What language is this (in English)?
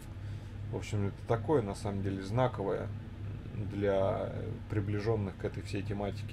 Russian